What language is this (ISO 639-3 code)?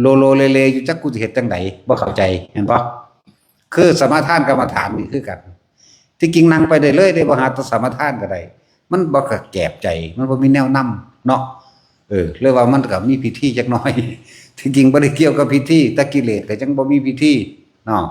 tts